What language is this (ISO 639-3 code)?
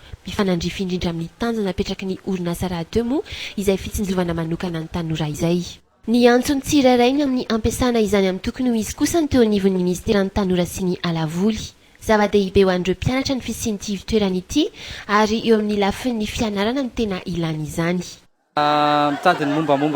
mlg